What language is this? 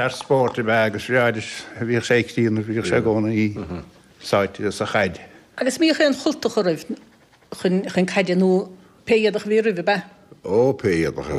Irish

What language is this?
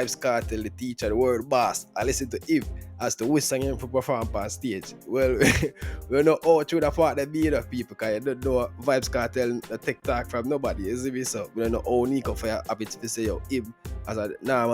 Jamaican Creole English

